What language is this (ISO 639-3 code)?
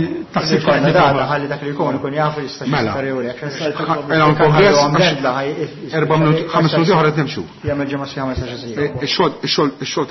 mlt